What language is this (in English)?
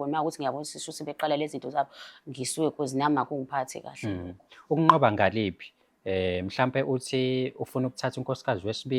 Zulu